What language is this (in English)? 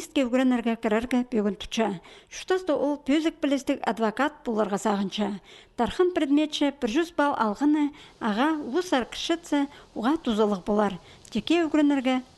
Khakas